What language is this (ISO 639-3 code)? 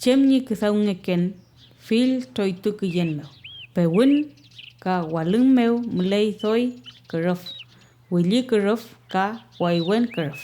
arn